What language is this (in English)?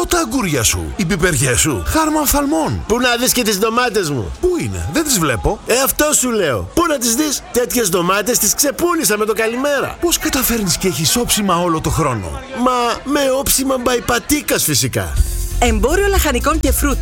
Greek